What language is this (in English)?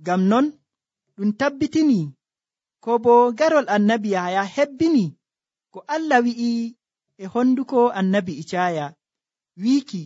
Nigerian Fulfulde